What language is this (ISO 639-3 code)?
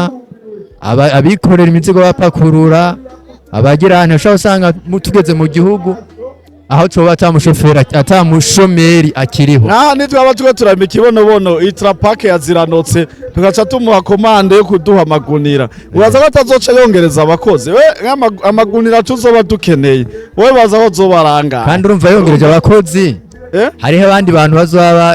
run